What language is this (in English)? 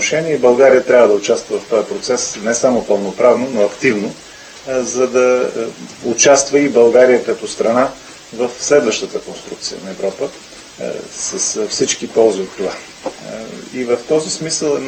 Bulgarian